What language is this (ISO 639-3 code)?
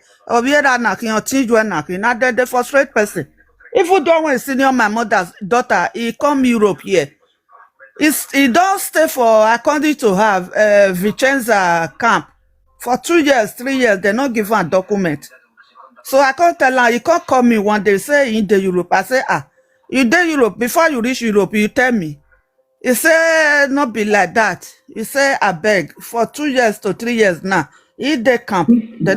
pcm